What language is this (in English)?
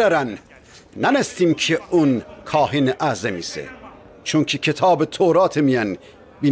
Gilaki